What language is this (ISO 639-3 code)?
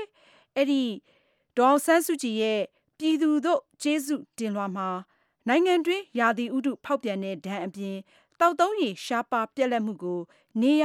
mya